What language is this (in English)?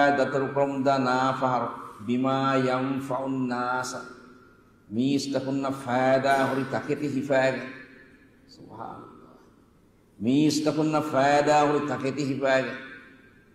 Divehi